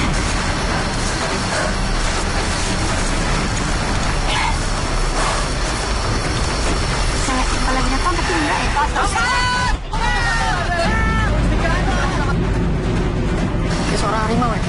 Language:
Indonesian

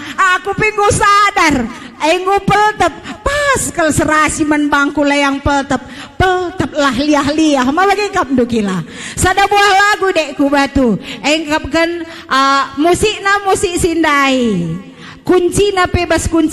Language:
Batak Karo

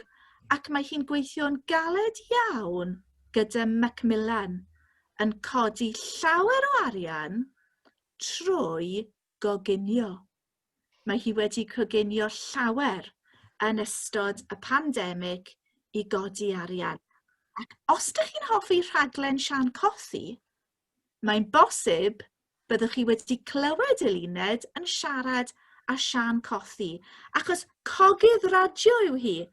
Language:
Welsh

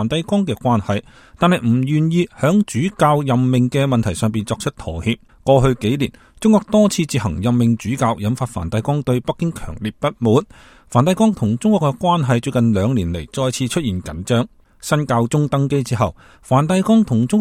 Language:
Cantonese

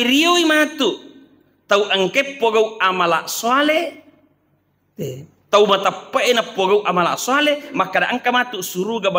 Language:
Buginese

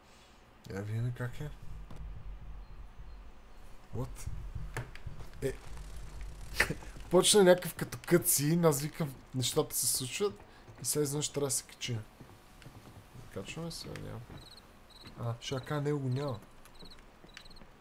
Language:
Bulgarian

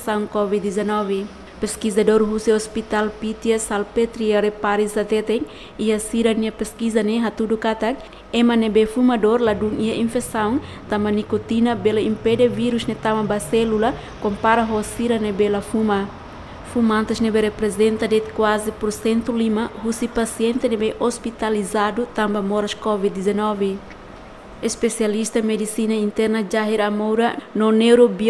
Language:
Tetum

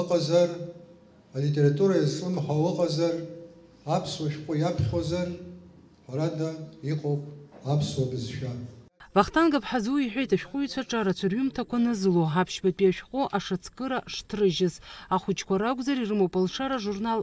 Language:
Abkhazian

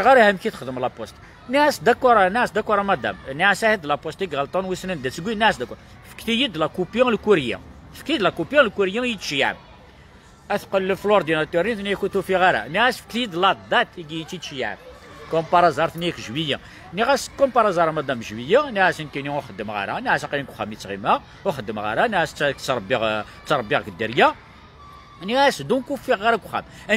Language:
Kabyle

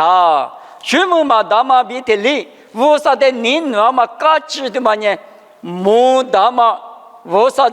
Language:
Lisu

